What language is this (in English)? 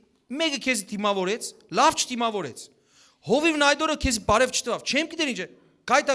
Western Armenian